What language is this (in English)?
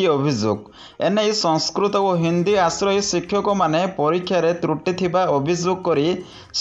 Odia